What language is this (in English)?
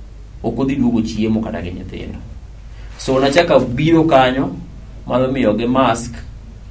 Luo (Kenya and Tanzania)